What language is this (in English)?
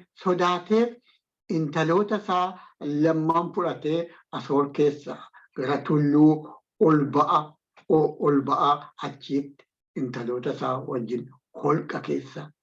Oromo